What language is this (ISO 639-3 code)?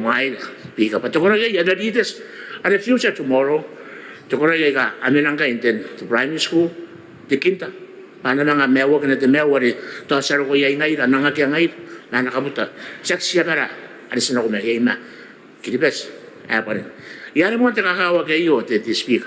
gil